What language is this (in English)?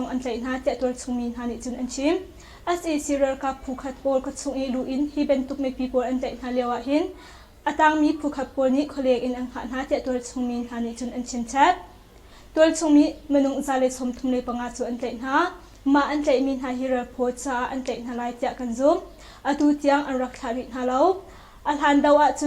Hakha Chin